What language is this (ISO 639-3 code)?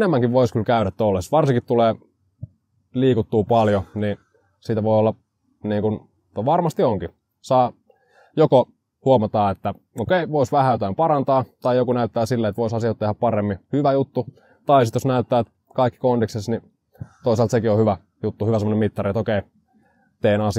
fin